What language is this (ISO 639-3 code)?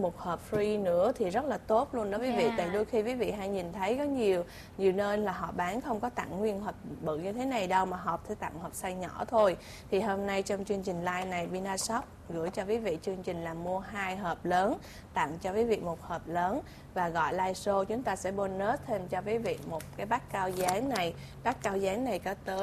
vie